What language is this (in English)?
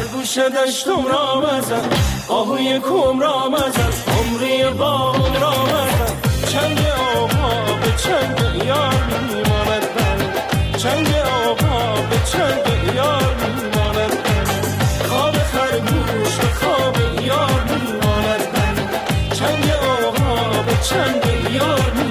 Persian